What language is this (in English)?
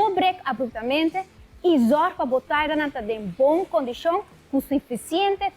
Papiamento